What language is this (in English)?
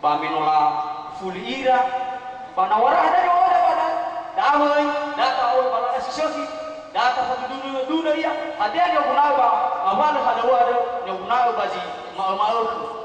Nias